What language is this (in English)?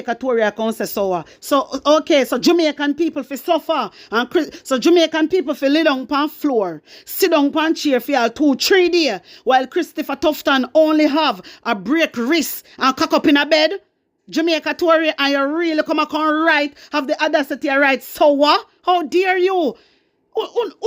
Jamaican Creole English